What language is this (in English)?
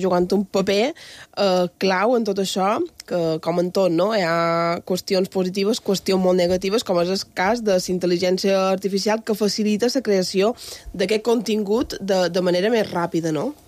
Catalan